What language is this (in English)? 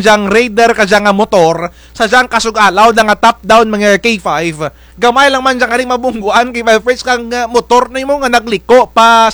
Kinaray-a